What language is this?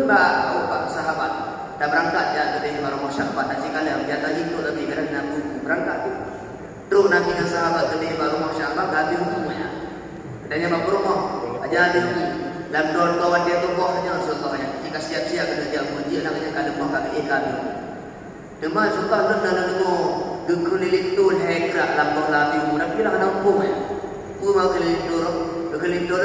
Achinese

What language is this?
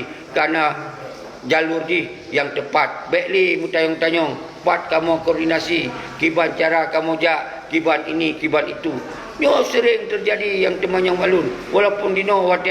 Achinese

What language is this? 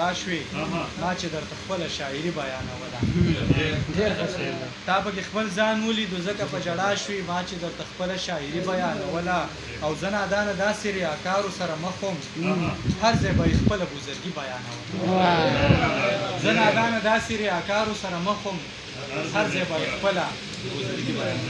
Pashto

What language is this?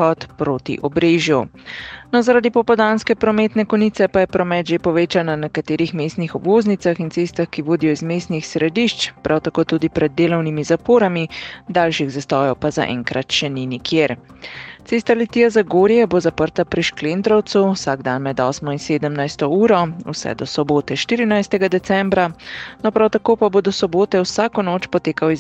Slovenian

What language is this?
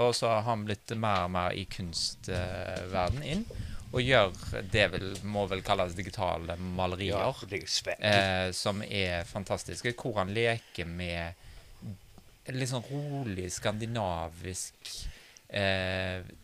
Norwegian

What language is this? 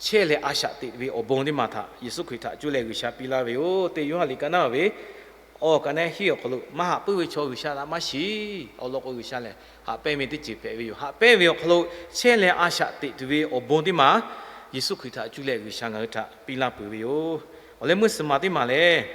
Lahu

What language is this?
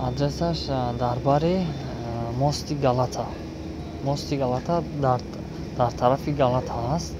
Tajik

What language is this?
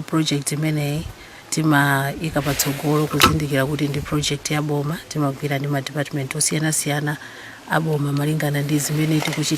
Nyanja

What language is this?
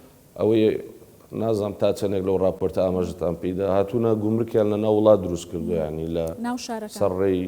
Central Kurdish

